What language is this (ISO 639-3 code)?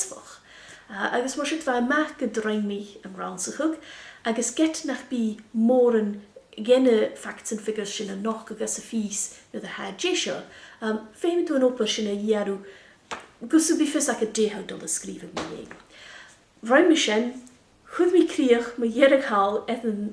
gla